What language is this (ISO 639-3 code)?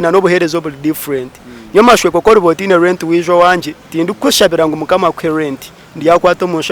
nyn